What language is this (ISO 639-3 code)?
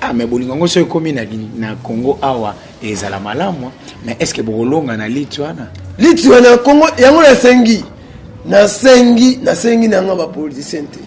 lin